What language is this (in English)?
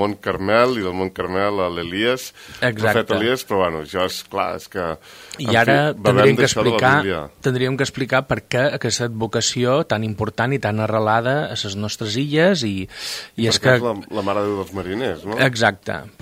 Catalan